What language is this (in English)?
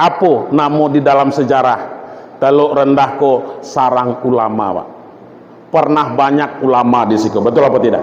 Minangkabau